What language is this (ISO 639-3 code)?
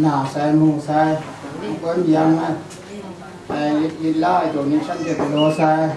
kac